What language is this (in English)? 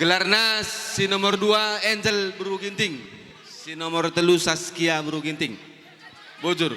Batak Karo